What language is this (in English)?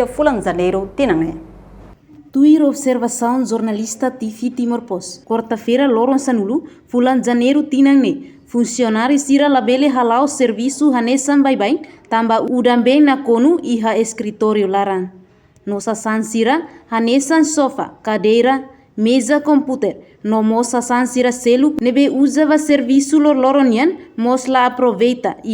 Tetum